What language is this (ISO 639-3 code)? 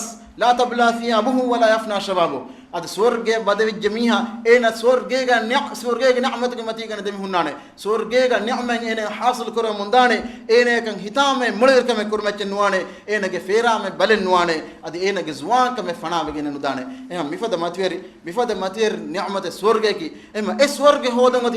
div